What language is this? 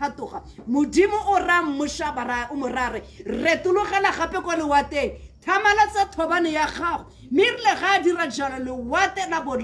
Tswana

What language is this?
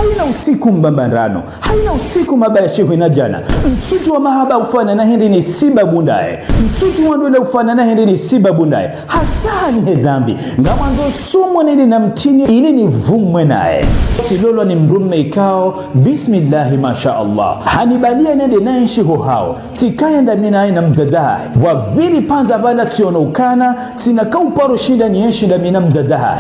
Ngazidja Comorian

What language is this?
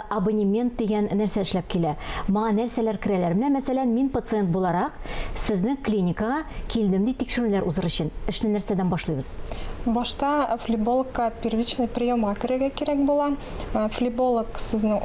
Tatar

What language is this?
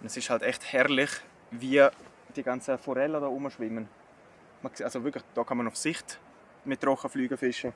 Swiss German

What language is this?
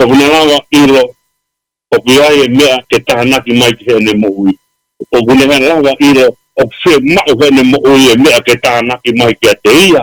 Tongan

